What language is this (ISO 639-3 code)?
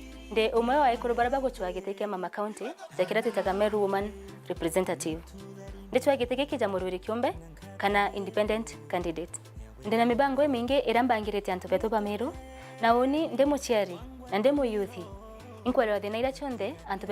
mer